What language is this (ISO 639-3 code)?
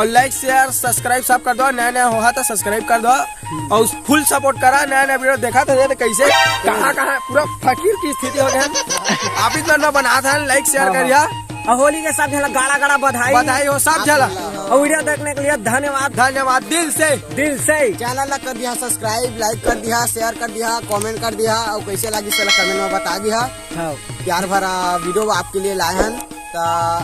hne